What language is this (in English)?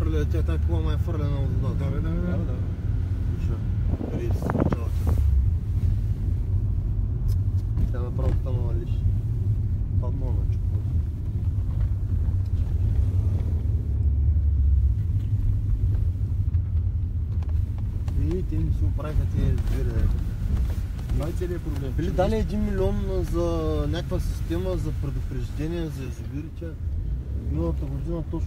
Bulgarian